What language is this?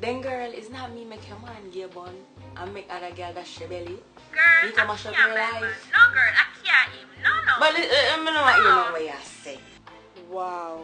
Jamaican Creole English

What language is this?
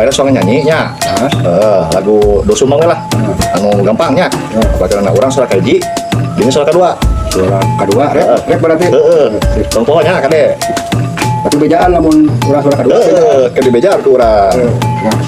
Sundanese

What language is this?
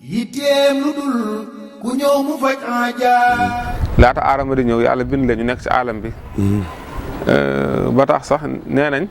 Wolof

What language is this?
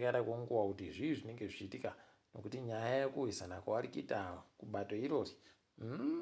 Ndau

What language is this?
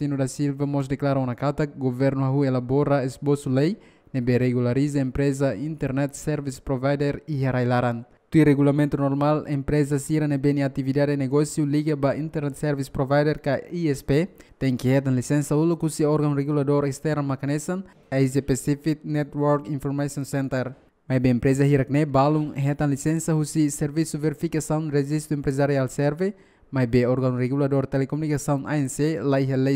Tetum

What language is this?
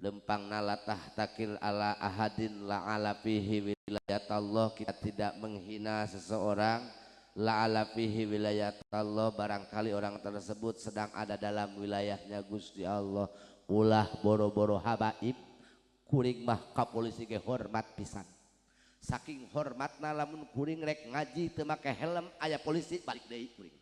Sundanese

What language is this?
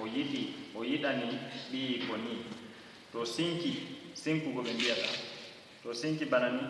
Fula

